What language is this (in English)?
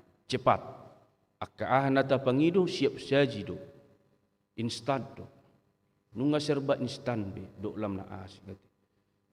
Batak Toba